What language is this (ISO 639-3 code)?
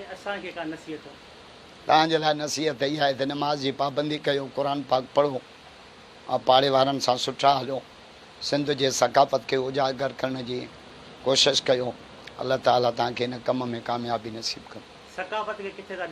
snd